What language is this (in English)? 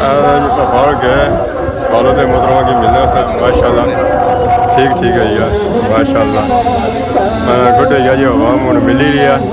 Pahari-Potwari